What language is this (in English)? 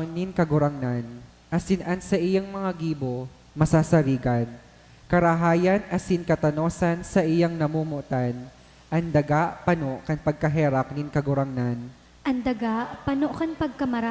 Bikol